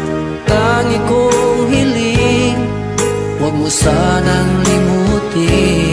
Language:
Filipino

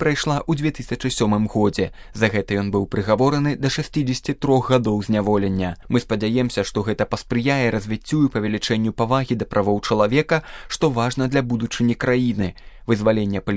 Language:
Belarusian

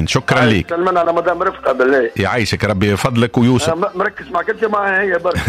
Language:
Tunisian Arabic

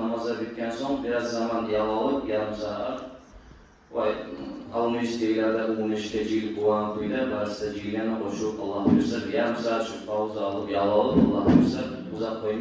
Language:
Kumyk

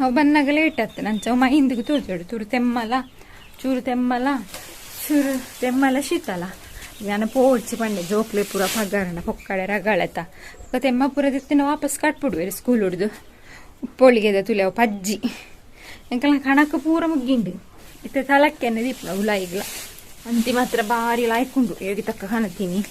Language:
Tulu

